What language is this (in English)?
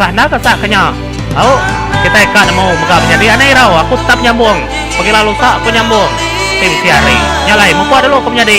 Iban